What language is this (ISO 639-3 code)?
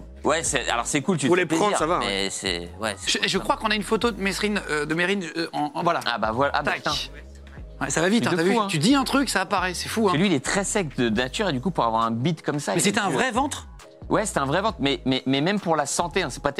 fra